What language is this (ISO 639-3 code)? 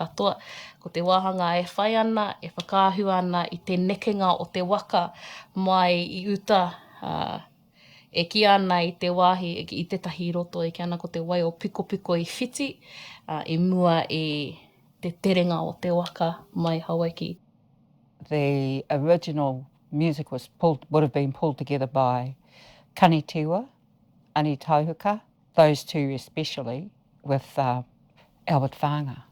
mri